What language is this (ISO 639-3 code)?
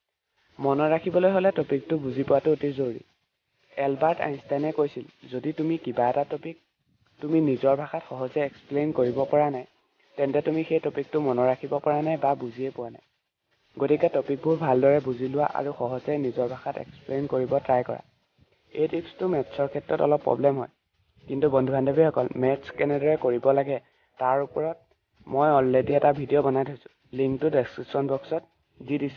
asm